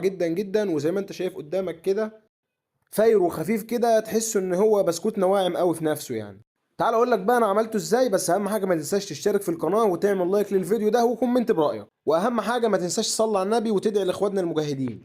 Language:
Egyptian Arabic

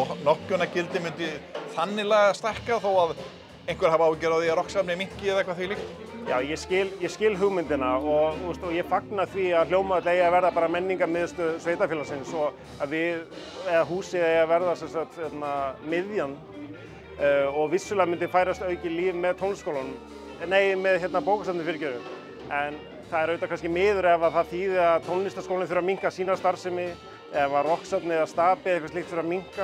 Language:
Icelandic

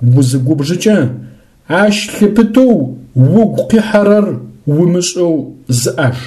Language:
Adyghe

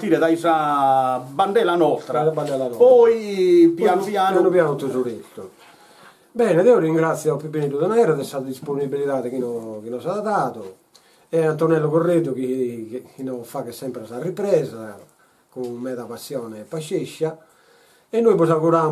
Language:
Sardinian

